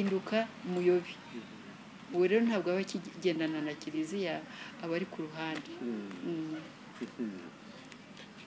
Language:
Kinyarwanda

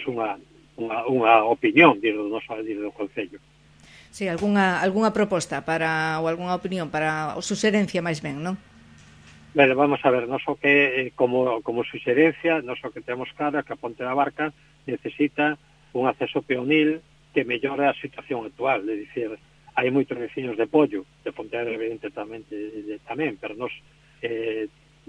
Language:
Galician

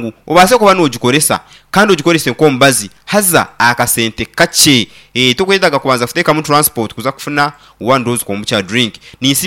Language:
Nyankole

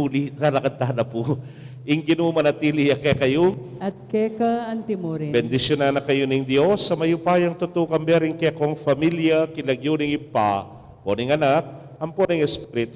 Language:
Pampanga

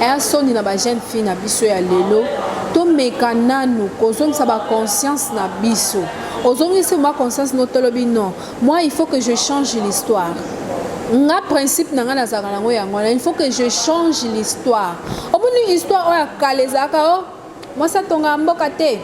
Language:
Lingala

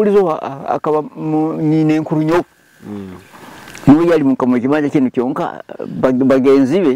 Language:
Nyoro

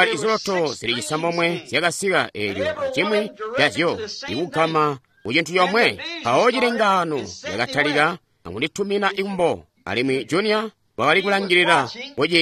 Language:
Tonga (Zambia)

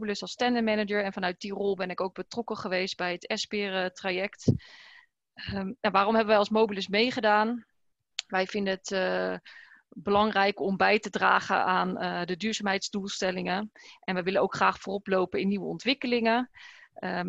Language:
Dutch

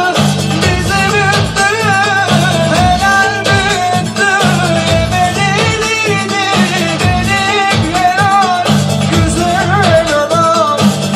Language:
Turkish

